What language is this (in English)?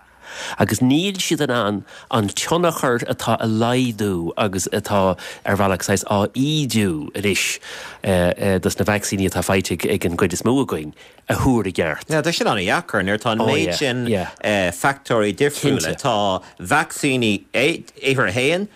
Irish